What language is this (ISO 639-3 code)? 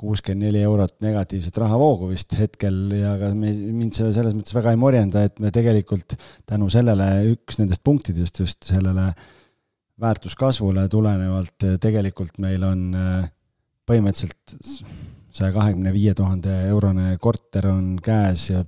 est